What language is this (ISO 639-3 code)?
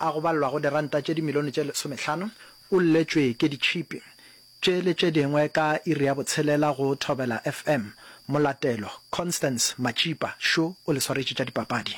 nso